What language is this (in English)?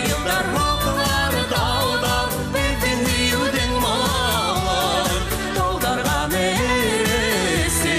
Bashkir